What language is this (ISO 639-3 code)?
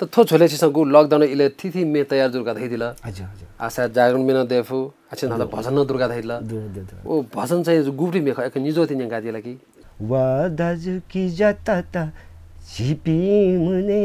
new